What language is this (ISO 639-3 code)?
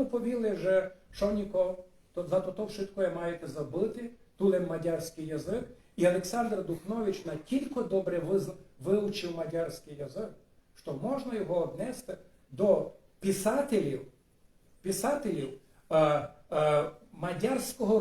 rue